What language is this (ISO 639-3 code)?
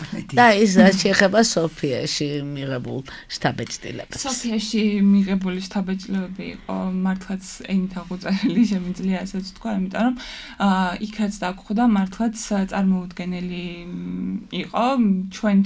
kat